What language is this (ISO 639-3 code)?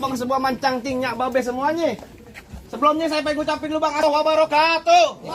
bew